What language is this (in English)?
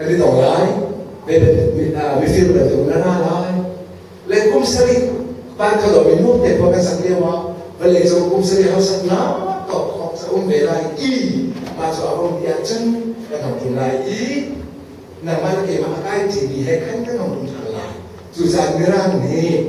Hakha Chin